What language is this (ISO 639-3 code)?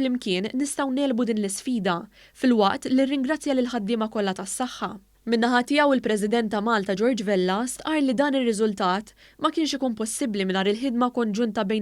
mlt